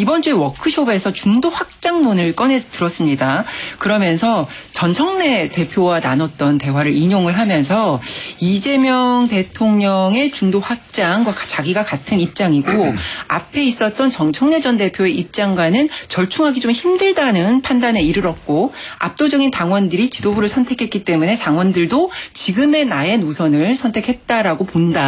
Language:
Korean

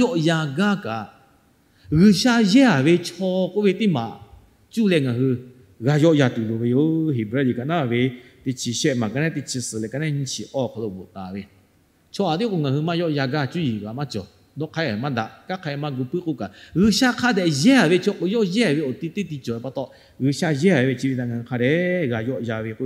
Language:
Lahu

